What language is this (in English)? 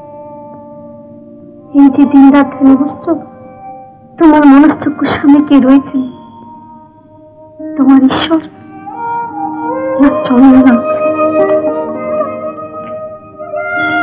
Bangla